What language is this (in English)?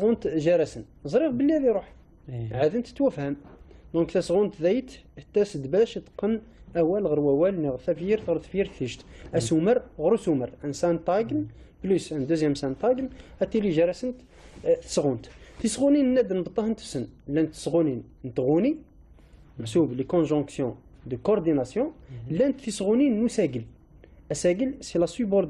Kabyle